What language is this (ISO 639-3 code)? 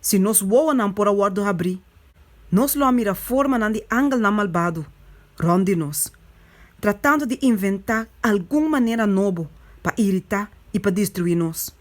pap